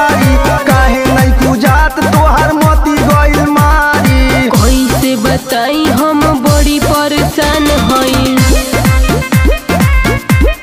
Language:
Bhojpuri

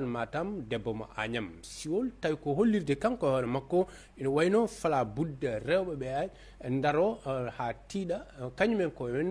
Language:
Fula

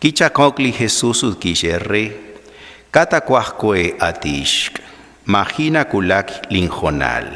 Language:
Kekchí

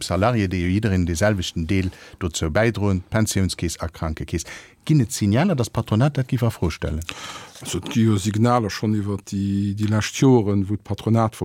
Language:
Luxembourgish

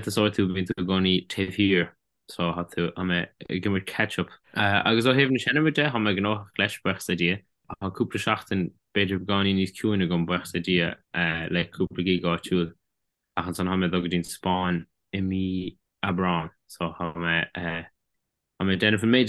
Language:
Irish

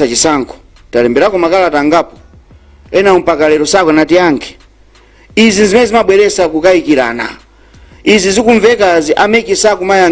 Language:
Nyanja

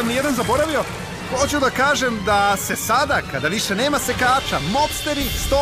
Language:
Serbian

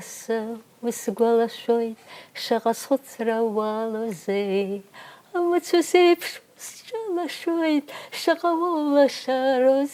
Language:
Abkhazian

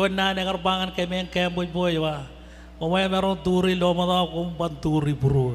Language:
Marshallese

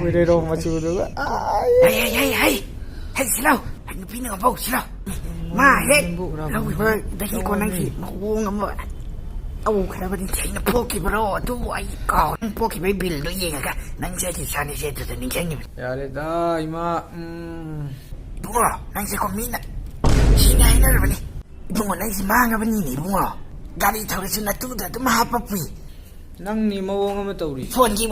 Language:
Manipuri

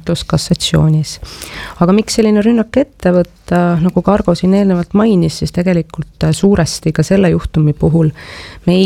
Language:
Estonian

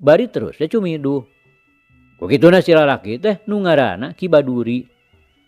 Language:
Sundanese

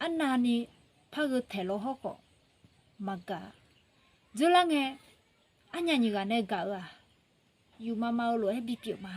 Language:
Akha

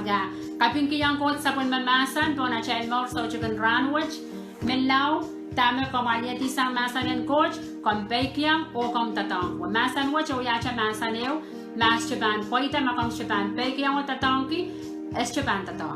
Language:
Pohnpeian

